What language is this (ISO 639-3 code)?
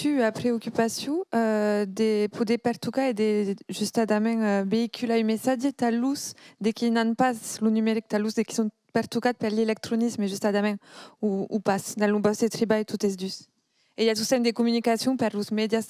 oci